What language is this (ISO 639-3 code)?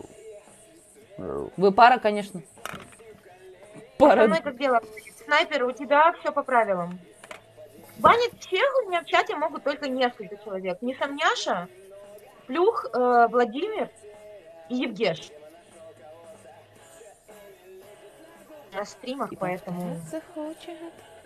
rus